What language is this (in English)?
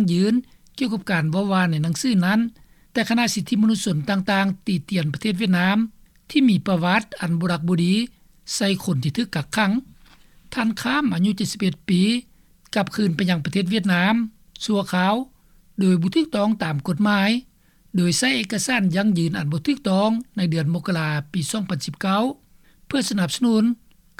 Lao